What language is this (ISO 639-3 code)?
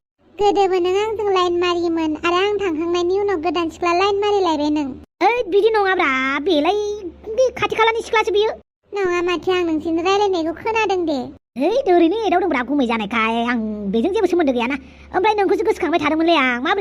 brx